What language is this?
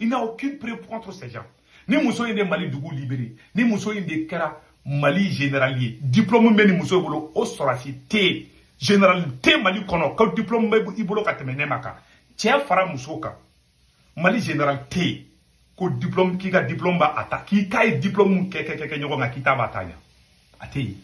Bambara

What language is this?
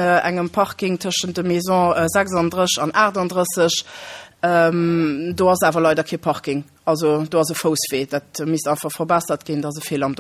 Luxembourgish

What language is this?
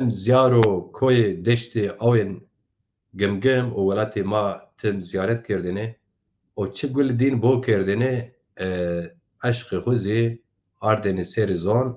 Zaza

